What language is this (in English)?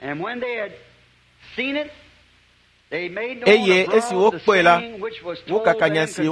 Ewe